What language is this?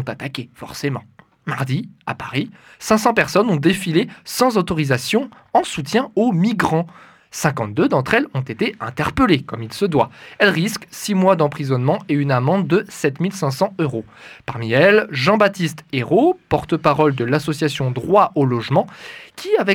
French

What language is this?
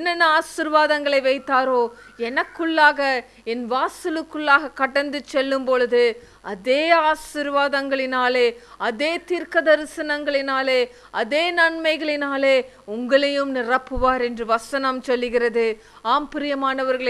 Tamil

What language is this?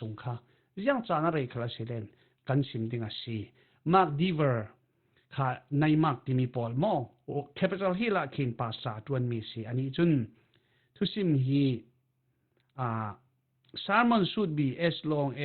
Falam Chin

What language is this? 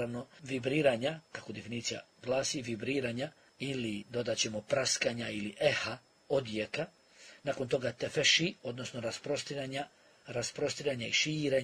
Bosnian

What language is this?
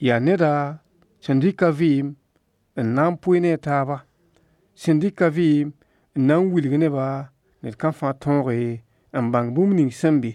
Mossi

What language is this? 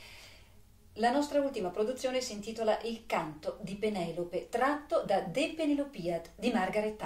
Italian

